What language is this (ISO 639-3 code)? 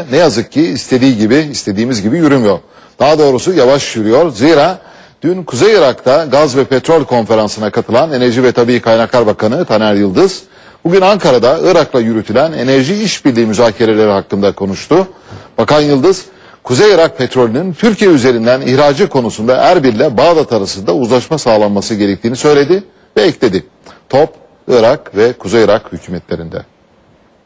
tur